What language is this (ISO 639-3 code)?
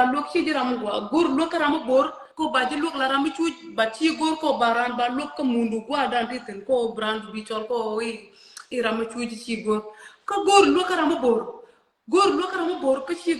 nus